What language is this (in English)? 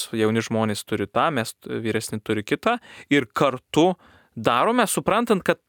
Lithuanian